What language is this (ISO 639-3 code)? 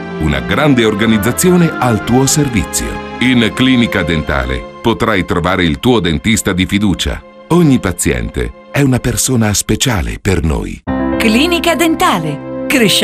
ita